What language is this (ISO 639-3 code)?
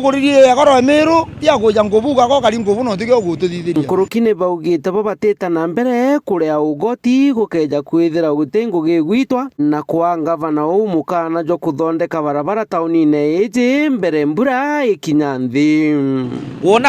mer